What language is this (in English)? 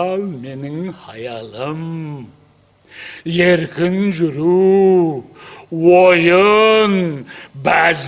Kara-Kalpak